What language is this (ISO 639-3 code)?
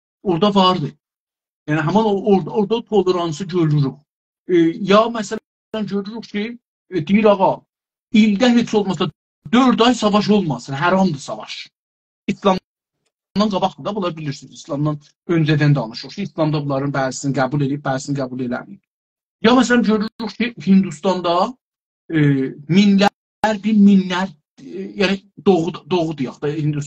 azb